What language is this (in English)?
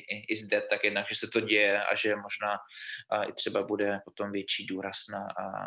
Czech